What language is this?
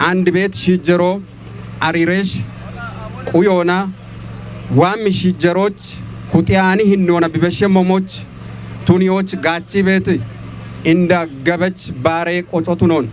Kafa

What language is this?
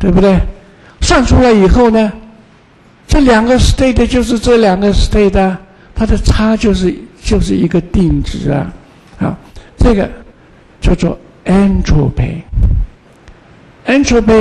Chinese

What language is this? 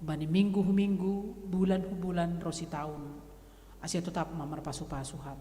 Batak Simalungun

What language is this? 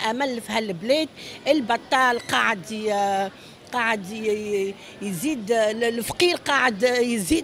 Tunisian Arabic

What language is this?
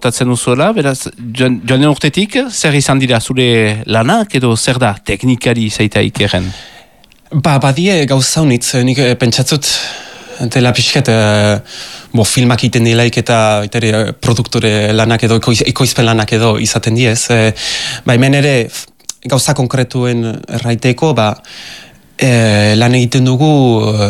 Basque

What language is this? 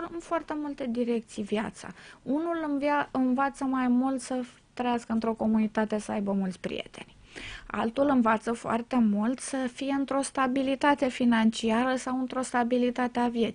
Romanian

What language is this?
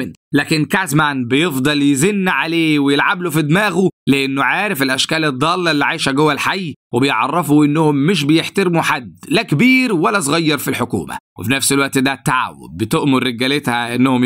Egyptian Arabic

